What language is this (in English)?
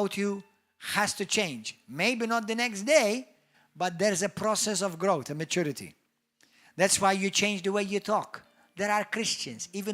English